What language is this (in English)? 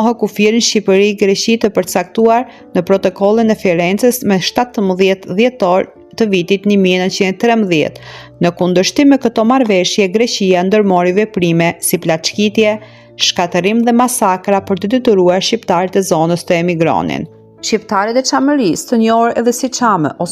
Albanian